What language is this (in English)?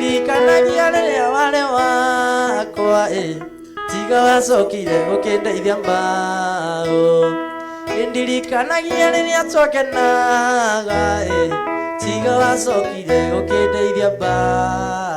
Kikuyu